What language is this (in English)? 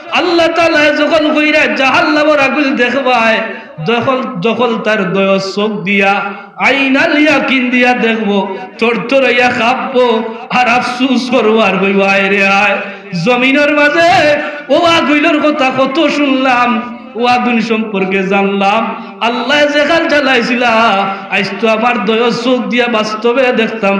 Sylheti